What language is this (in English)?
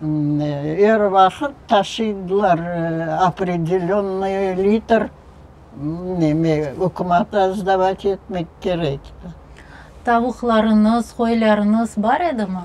Crimean Tatar